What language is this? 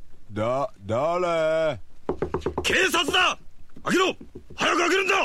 Japanese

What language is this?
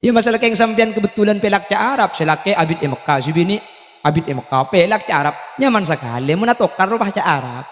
Madurese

